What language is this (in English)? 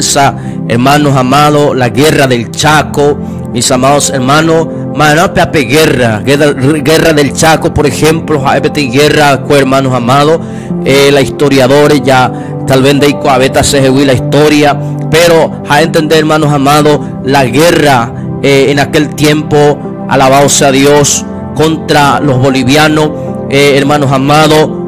Guarani